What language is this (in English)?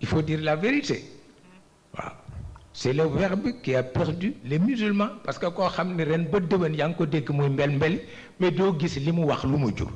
Wolof